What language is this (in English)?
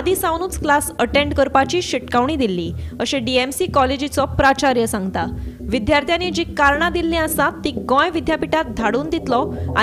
Konkani